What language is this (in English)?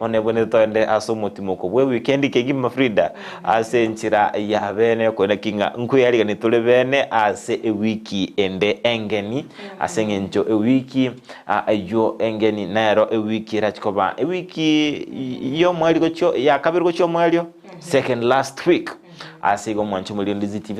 Gusii